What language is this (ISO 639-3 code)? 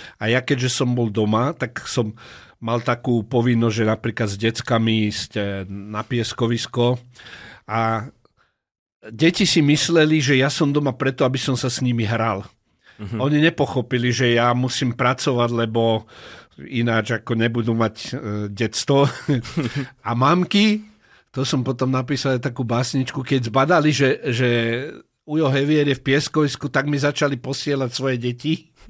slk